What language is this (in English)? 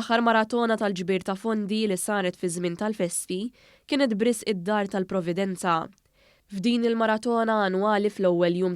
Maltese